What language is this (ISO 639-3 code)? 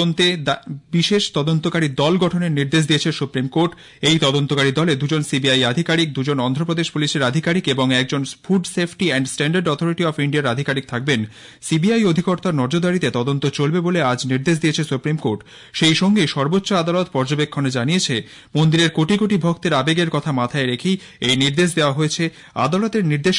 ben